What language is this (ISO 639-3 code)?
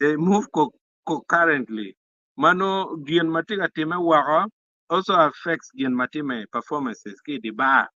ach